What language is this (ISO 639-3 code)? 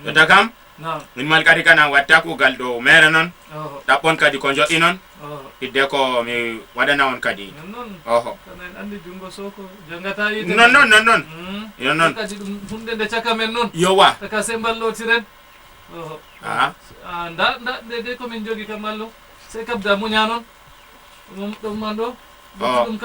ful